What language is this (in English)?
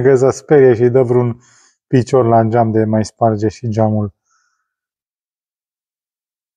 Romanian